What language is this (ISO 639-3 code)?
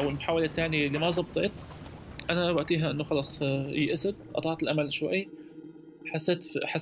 apc